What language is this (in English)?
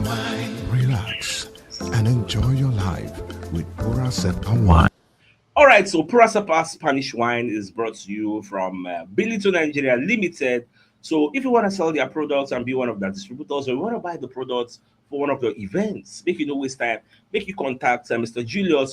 Nigerian Pidgin